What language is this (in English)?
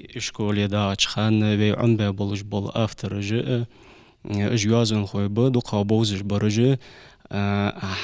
Ingush